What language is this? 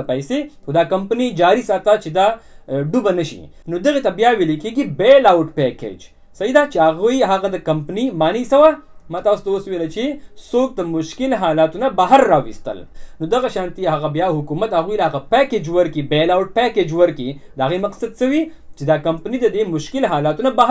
Pashto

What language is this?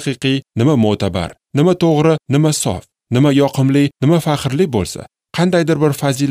Uzbek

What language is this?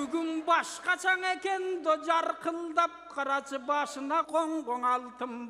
Kyrgyz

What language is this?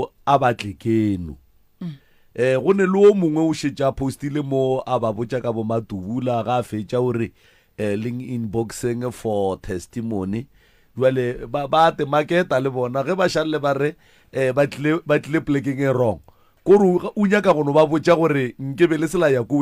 Northern Sotho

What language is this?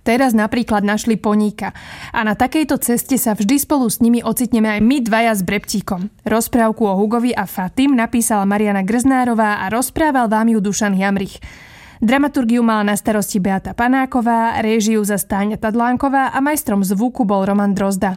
Slovak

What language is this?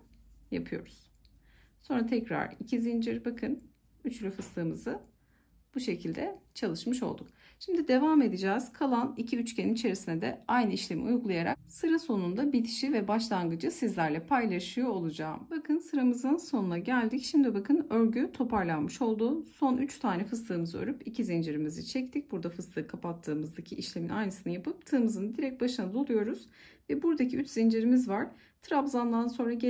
Turkish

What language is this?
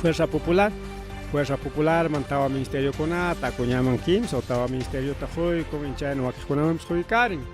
Ayacucho Quechua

